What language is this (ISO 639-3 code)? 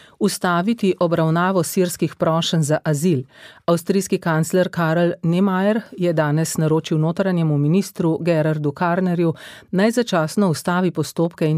slv